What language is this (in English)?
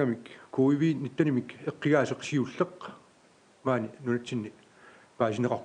Kalaallisut